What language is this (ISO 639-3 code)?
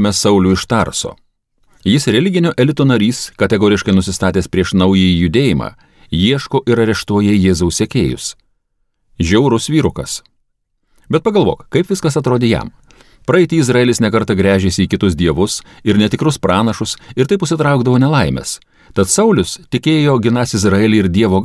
lit